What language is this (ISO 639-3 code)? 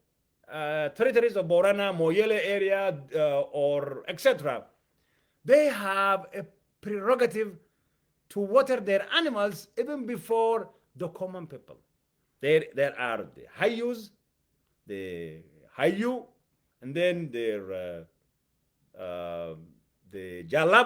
eng